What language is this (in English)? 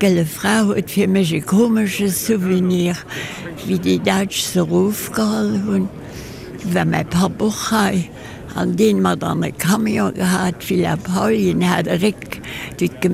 Luxembourgish